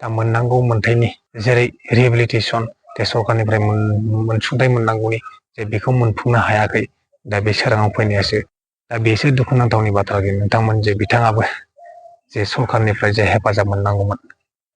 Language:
Bodo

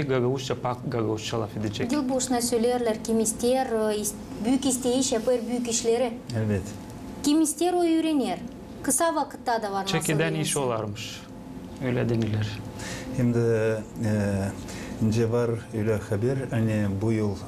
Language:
Gagauz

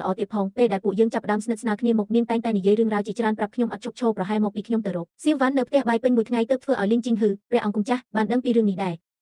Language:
Khmer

